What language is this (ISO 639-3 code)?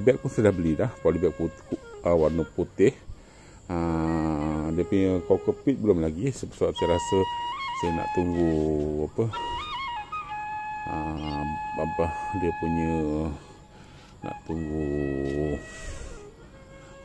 msa